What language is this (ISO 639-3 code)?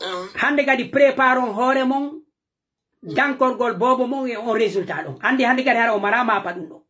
fuf